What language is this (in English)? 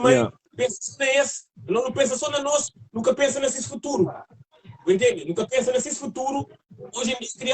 Kabuverdianu